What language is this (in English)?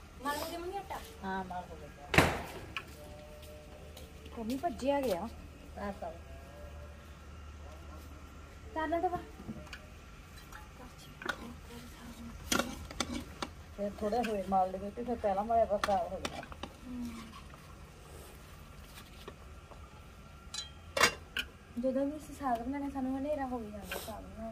Punjabi